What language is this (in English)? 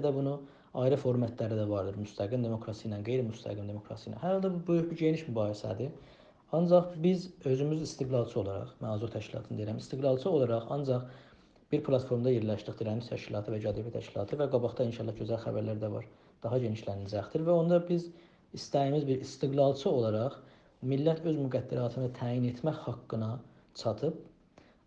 South Azerbaijani